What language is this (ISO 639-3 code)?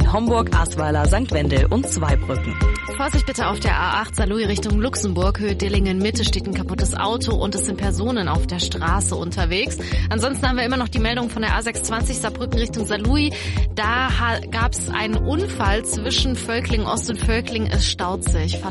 deu